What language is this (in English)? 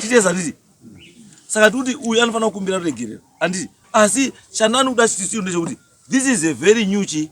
Shona